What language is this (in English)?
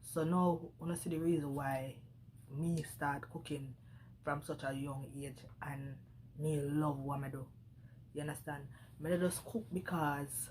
Jamaican Creole English